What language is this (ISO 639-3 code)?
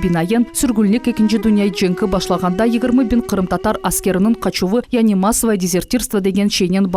crh